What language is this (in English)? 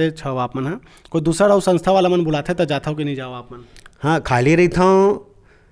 Chhattisgarhi